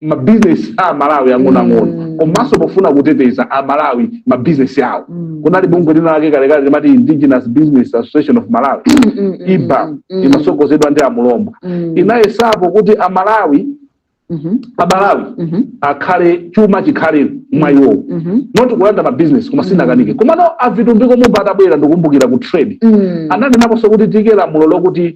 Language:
Nyanja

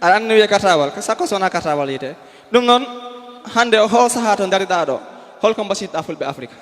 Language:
Fula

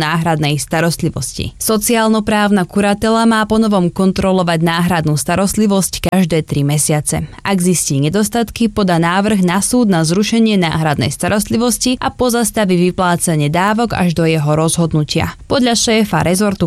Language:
Slovak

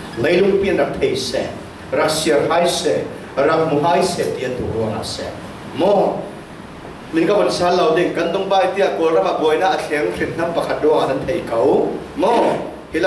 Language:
Falam Chin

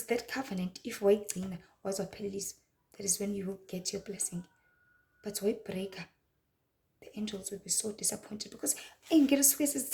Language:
Zulu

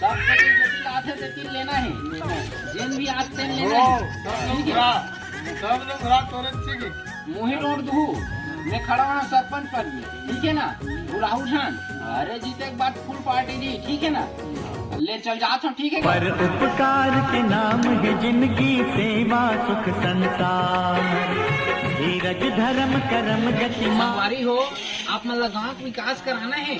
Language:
Chhattisgarhi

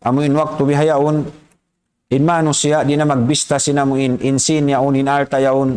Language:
Tausug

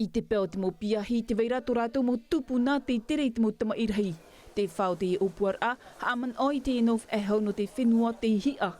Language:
Tahitian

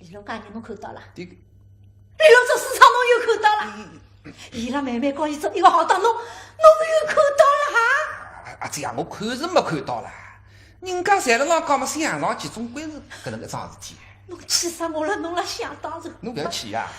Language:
Wu Chinese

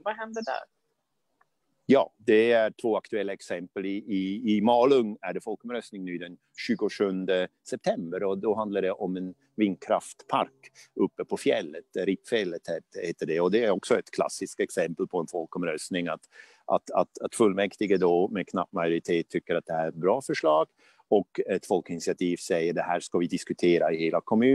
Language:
Swedish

